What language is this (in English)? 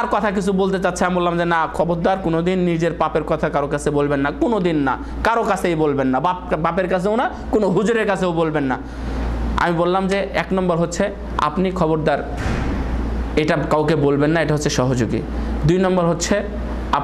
Bangla